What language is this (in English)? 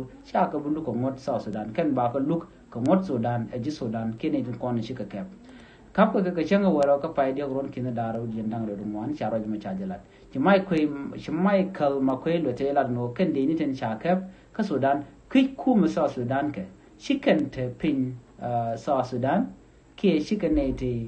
Nuer